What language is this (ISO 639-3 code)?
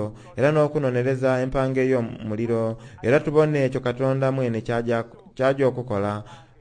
xog